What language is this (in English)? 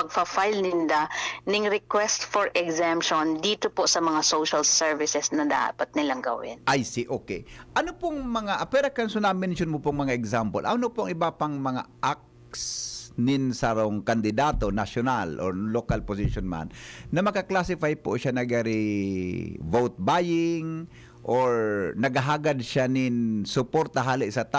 Bikol